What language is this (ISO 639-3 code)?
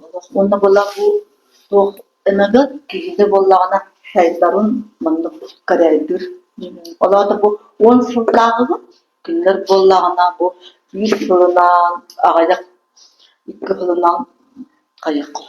sah